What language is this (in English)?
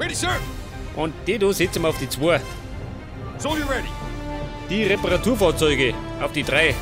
Bavarian